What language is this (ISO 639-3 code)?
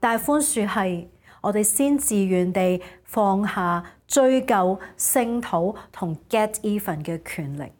yue